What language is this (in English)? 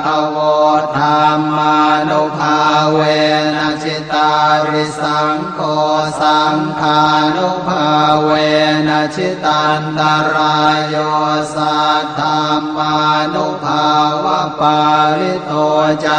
Pali